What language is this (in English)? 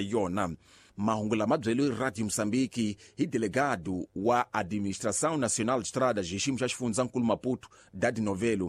Tsonga